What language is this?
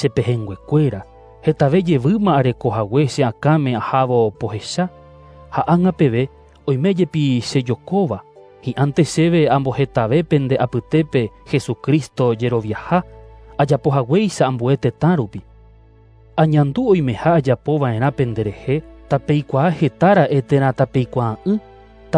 Guarani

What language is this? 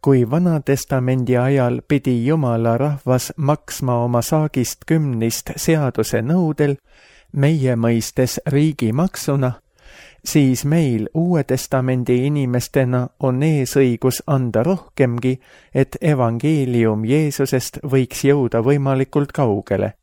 Estonian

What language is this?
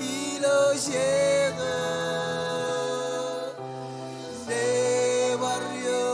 Marshallese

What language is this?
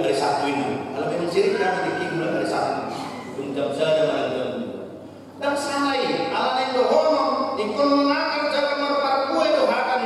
Batak Toba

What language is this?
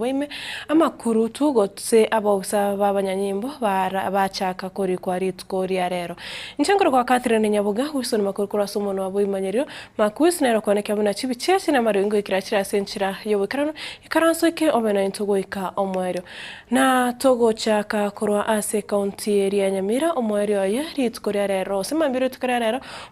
Gusii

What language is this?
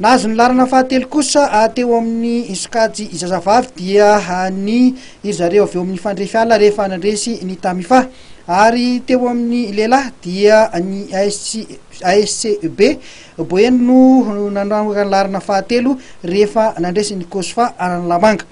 Malagasy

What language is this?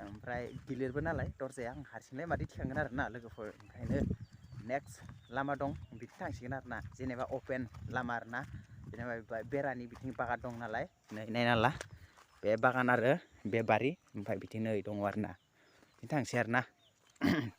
Bodo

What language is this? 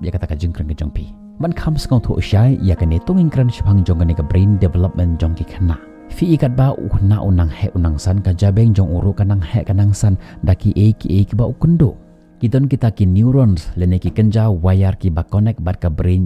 Khasi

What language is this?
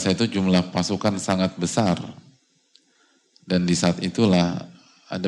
Indonesian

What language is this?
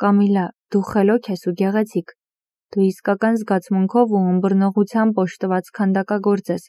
Armenian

